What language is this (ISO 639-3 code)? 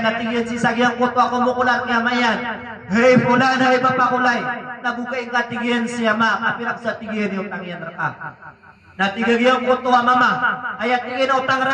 mrw